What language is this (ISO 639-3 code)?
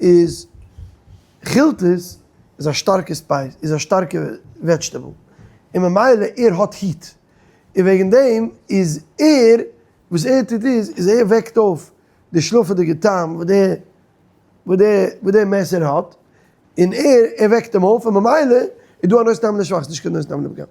yid